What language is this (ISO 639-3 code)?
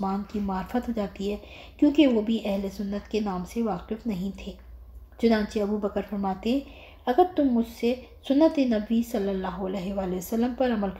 urd